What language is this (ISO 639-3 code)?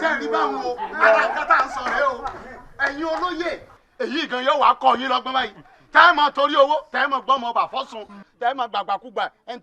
yor